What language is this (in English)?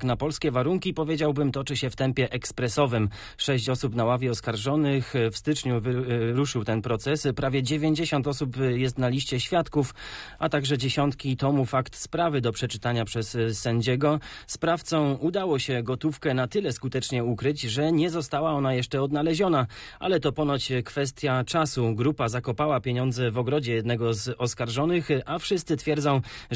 Polish